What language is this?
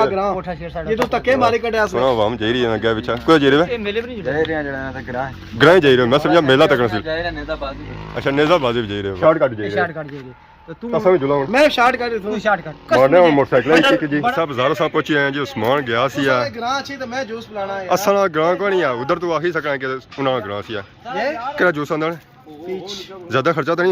Pahari-Potwari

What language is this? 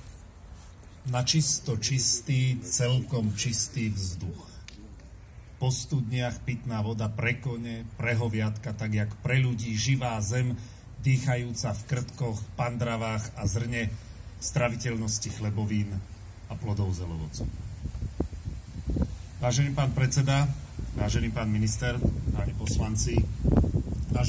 Slovak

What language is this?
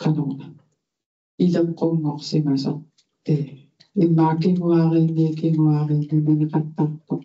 Kalaallisut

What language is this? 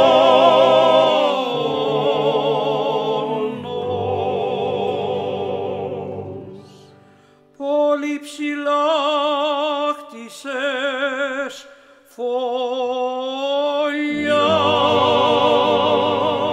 Greek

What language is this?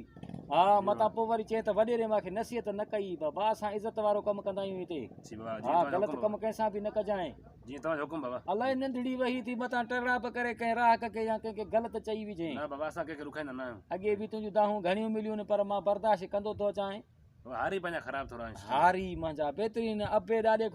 Sindhi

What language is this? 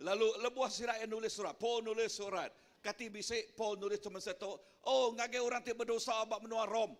Iban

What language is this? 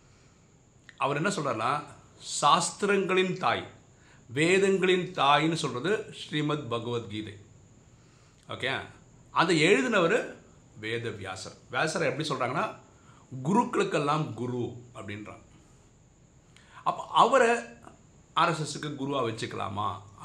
Tamil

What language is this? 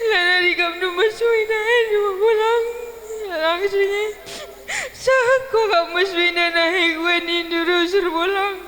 Batak Karo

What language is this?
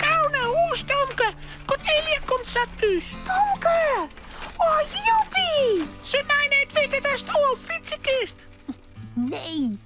Western Frisian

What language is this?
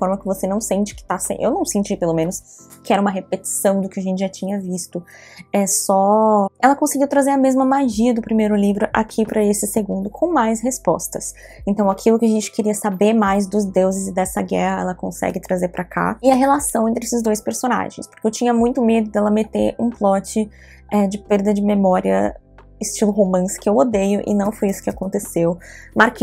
Portuguese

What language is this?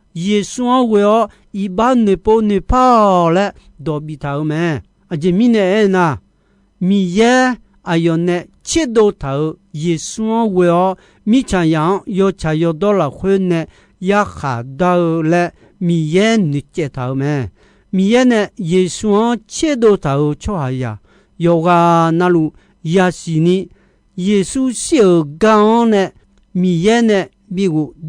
Akha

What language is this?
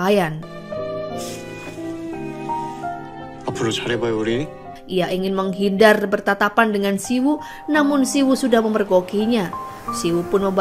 Indonesian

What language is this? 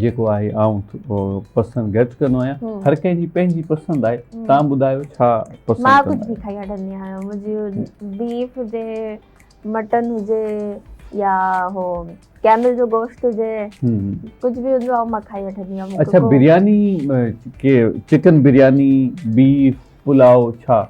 Sindhi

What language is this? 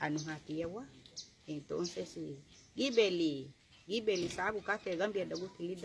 Garifuna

